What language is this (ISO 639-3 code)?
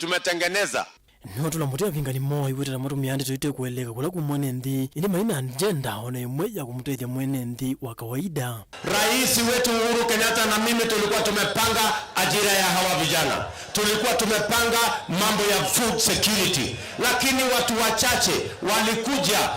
kam